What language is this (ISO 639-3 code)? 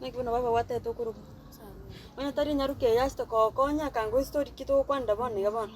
guz